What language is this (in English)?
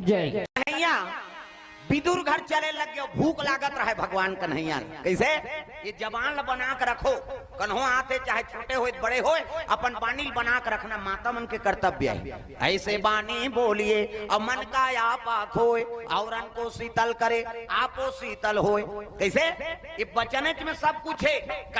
Chhattisgarhi